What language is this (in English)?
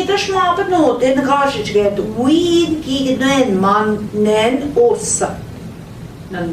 Central Ojibwa